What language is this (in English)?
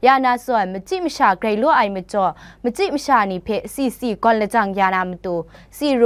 Kachin